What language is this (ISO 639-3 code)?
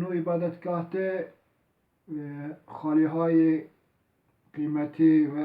zza